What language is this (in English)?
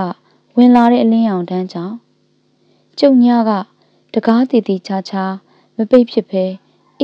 Burmese